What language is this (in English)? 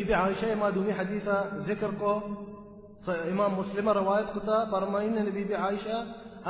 Baluchi